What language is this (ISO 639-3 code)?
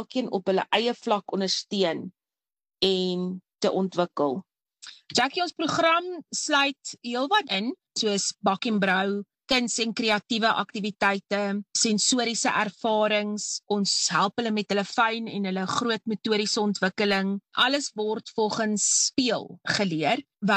afr